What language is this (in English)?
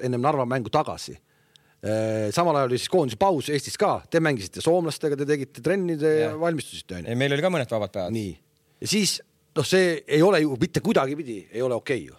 Estonian